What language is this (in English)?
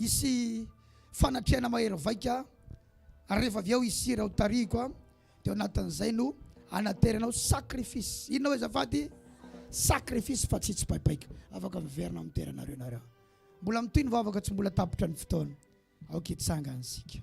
Malagasy